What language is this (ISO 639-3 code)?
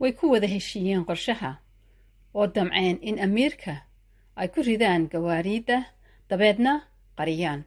som